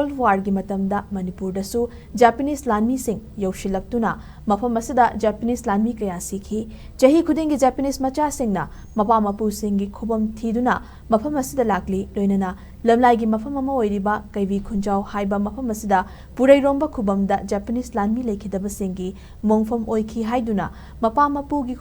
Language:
Manipuri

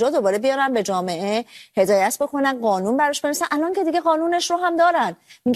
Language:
Persian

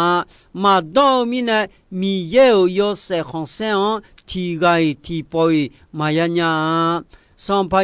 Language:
Akha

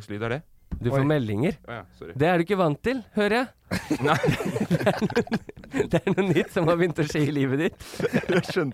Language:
Norwegian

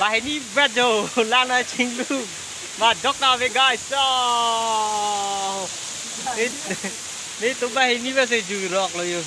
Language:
Karbi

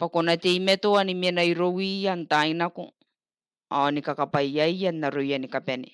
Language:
Gilbertese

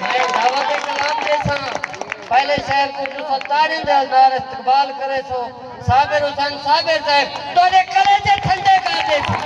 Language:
Saraiki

